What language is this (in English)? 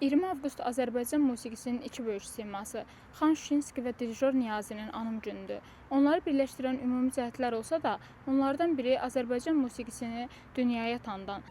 Azerbaijani